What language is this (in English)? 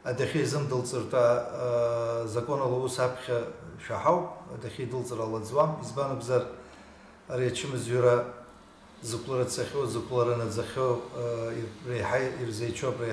Abkhazian